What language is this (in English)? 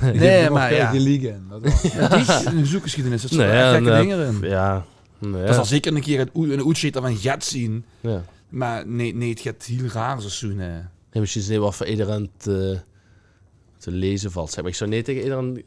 Limburgish